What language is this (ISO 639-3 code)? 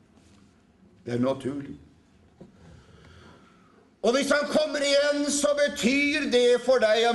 nor